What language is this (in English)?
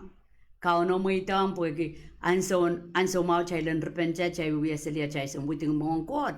Pohnpeian